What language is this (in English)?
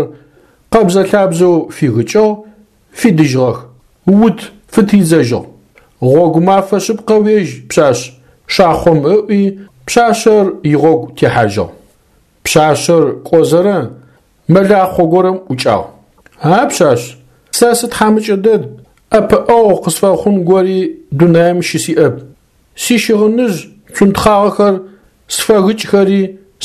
Adyghe